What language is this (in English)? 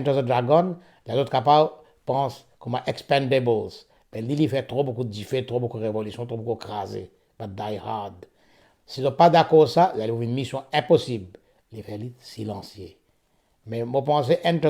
Morisyen